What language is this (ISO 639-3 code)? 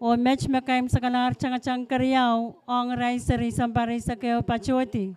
pon